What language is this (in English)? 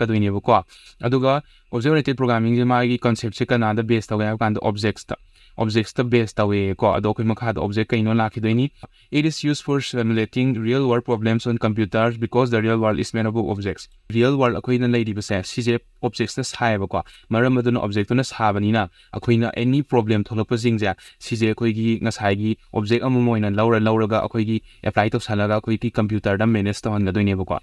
Manipuri